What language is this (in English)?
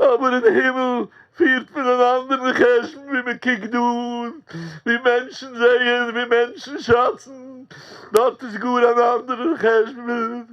Yiddish